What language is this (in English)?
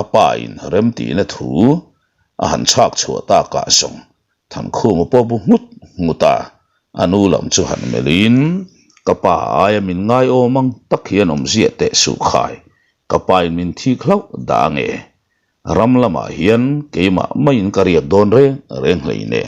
Mizo